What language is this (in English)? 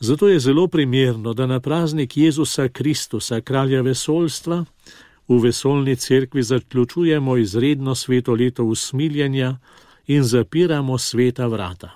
Slovenian